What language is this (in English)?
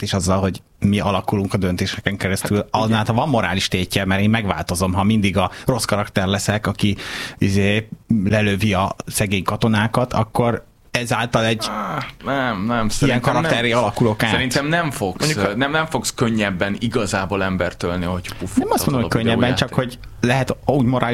Hungarian